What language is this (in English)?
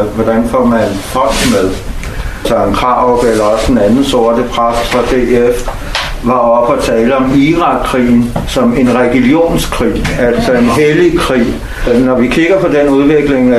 Danish